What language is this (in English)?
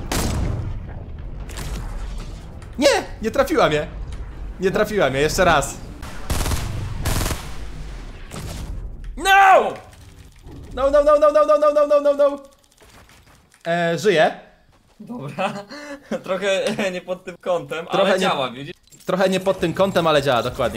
Polish